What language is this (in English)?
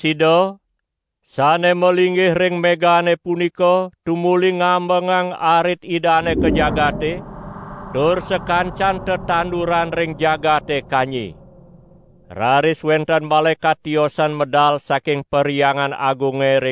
Balinese